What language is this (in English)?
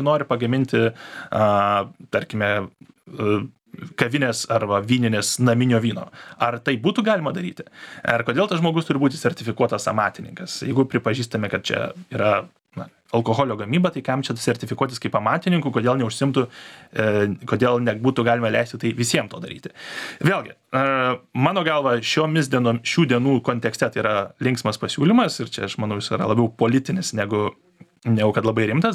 Lithuanian